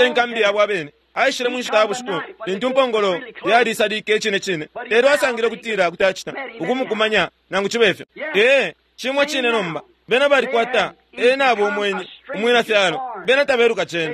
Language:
Bemba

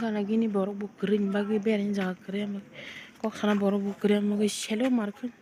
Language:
Kok Borok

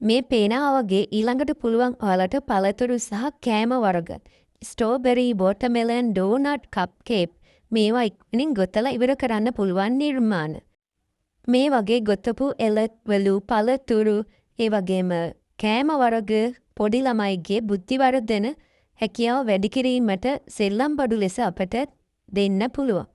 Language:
Sinhala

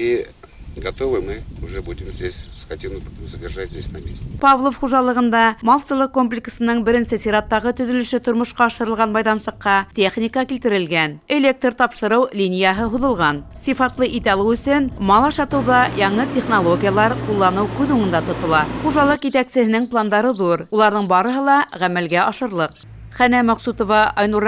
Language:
Bashkir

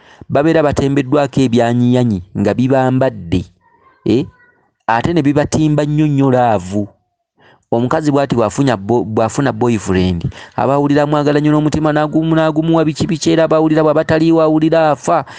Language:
Ganda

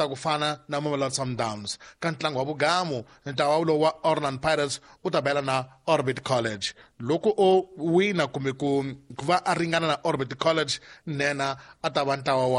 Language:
Tsonga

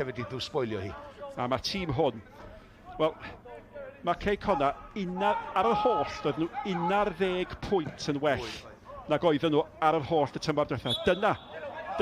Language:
Welsh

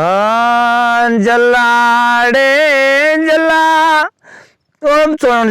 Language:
Saraiki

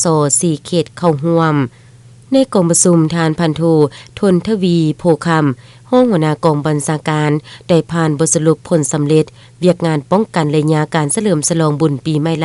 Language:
Lao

